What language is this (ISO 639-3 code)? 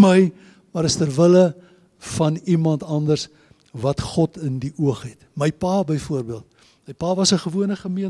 afr